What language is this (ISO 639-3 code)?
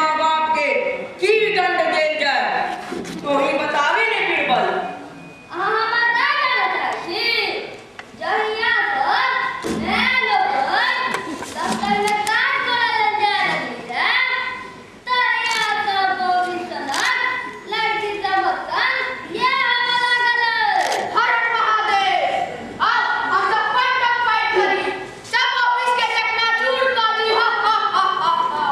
mai